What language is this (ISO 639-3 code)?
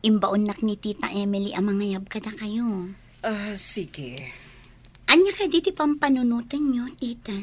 ilo